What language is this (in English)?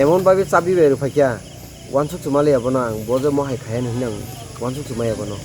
Kok Borok